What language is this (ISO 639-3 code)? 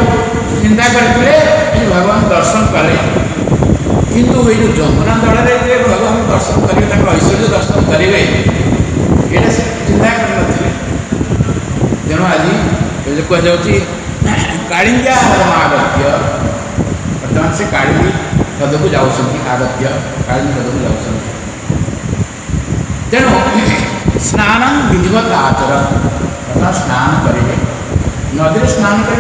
ori